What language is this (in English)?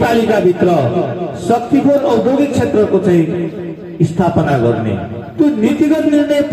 Nepali